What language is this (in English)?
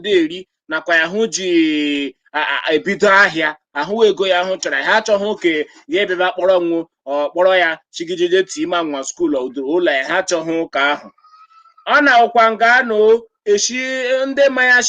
Igbo